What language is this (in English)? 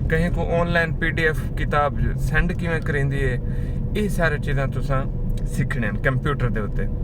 Saraiki